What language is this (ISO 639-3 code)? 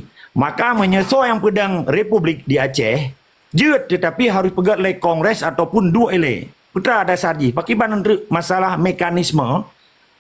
ace